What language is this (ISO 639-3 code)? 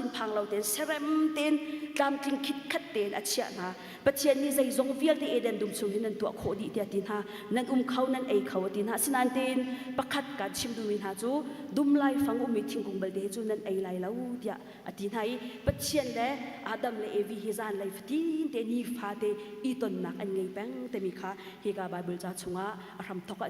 cnh